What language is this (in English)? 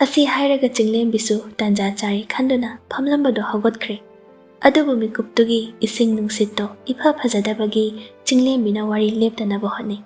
Manipuri